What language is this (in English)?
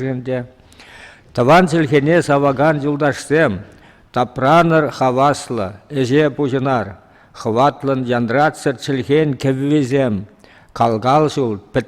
Chuvash